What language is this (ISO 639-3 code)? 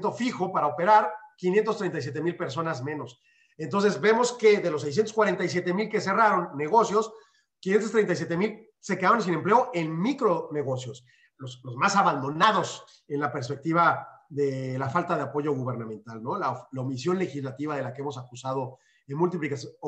spa